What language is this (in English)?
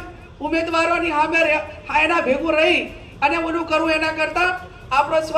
Gujarati